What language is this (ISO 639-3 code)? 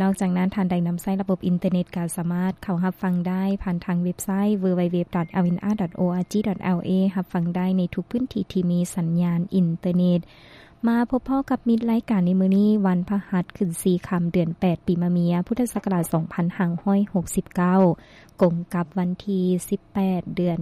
lao